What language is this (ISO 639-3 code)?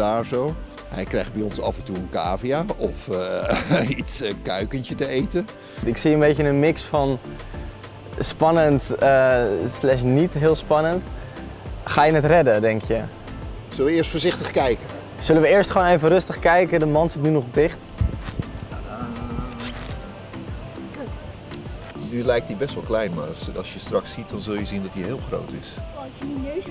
nld